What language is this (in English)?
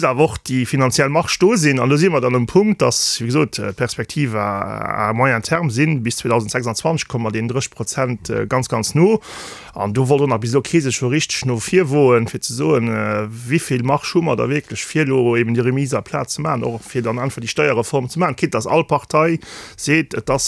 Luxembourgish